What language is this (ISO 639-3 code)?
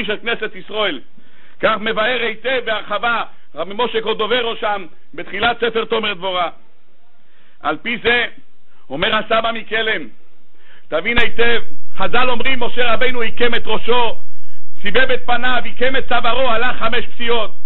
heb